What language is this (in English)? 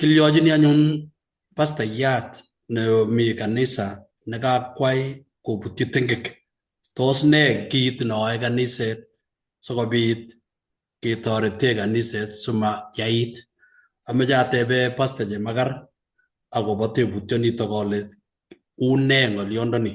Kalenjin